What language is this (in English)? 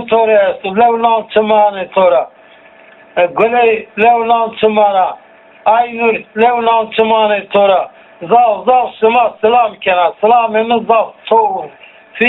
Zaza